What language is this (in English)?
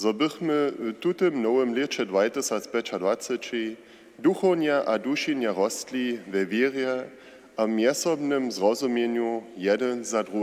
Upper Sorbian